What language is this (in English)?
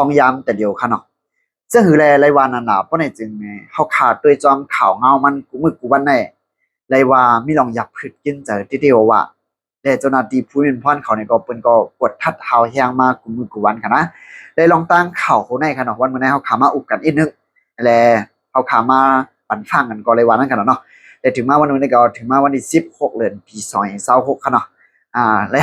Shan